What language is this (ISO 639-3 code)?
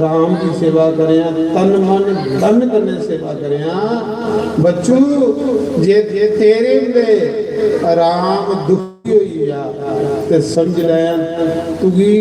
doi